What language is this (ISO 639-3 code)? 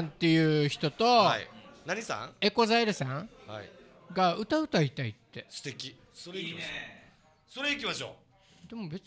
jpn